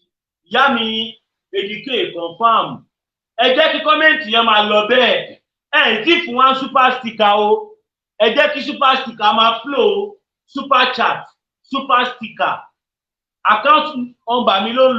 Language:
Yoruba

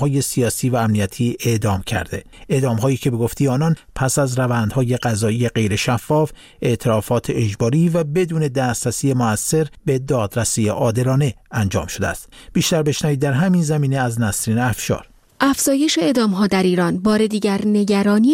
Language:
Persian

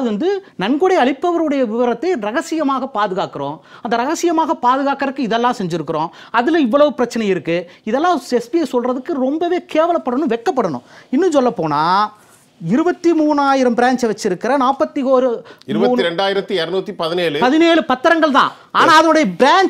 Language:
Tamil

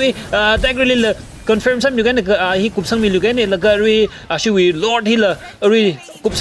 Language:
Tangkhul Naga (India)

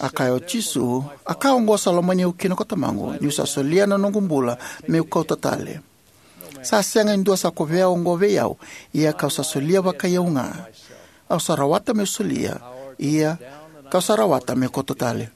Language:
Fijian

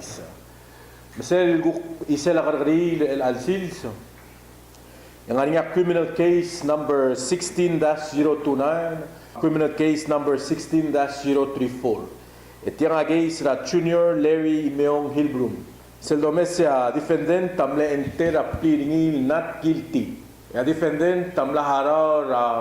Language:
Palauan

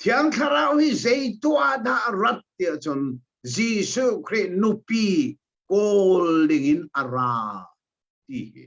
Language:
Hakha Chin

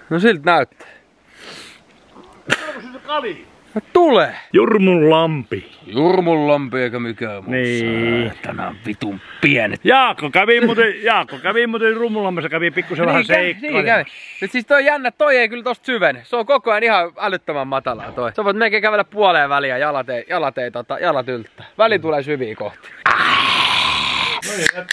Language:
Finnish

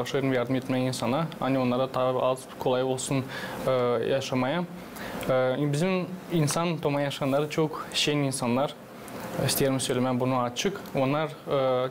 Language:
Gagauz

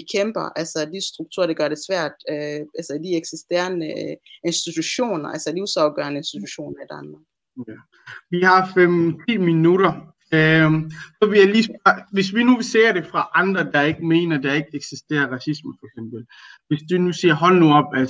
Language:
Danish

